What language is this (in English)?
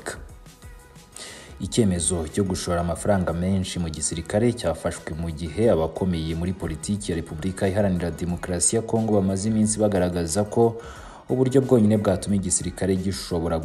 Kinyarwanda